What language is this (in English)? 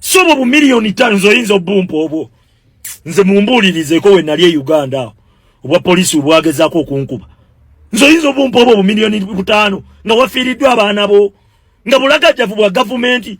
Ganda